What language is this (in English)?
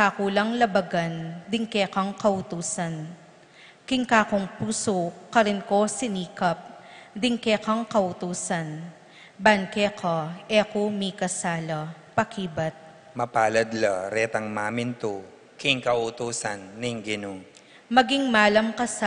Pampanga